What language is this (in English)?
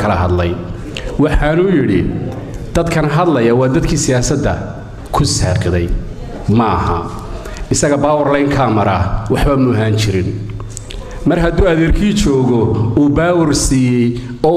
Somali